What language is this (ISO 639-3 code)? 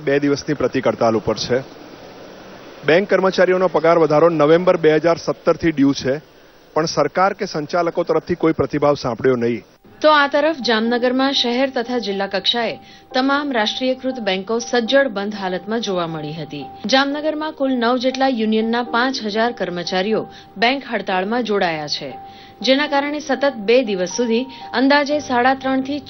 guj